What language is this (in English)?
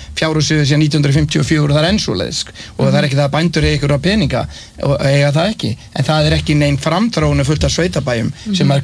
Icelandic